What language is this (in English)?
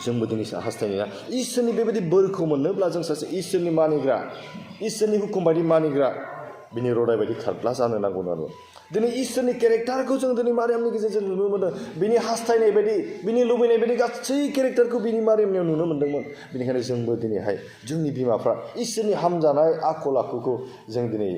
Bodo